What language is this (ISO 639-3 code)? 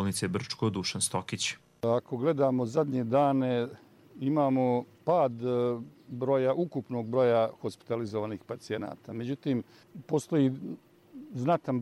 bos